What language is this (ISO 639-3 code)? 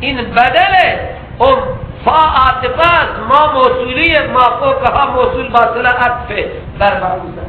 fas